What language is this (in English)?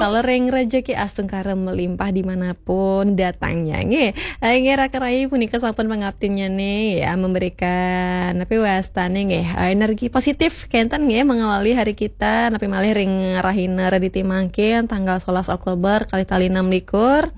Balinese